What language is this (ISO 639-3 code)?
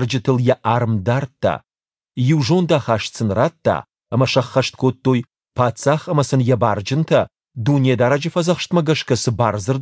oss